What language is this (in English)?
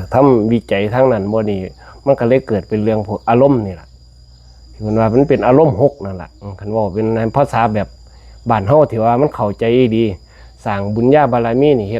Northeastern Thai